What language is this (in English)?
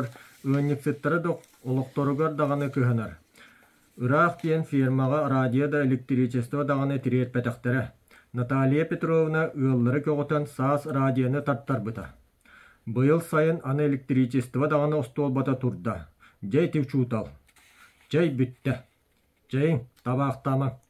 Yakut